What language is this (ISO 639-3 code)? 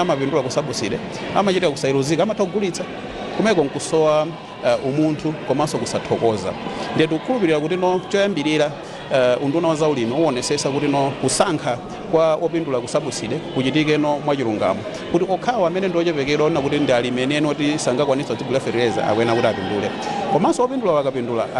nya